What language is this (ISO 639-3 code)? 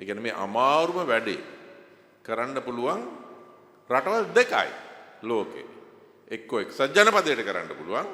sin